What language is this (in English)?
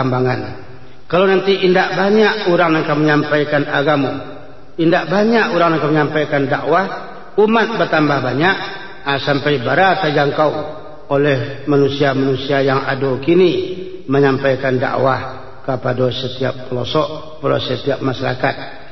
Minangkabau